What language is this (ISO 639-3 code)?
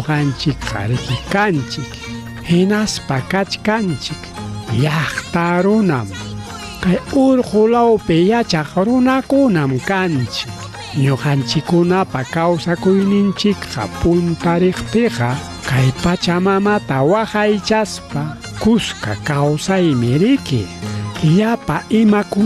quy